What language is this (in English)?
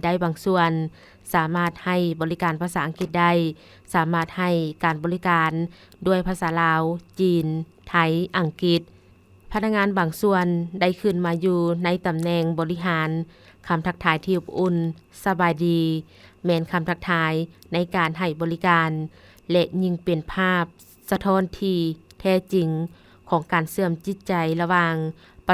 Lao